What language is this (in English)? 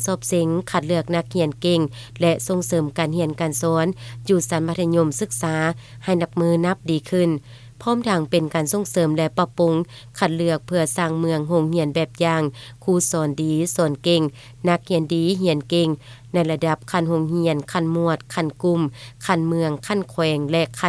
Lao